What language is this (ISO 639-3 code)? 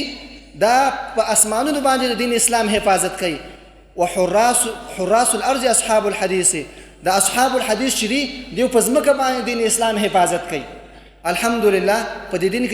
pus